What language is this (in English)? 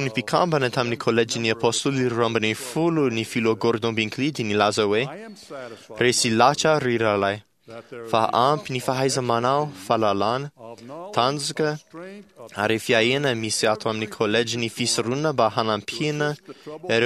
Malagasy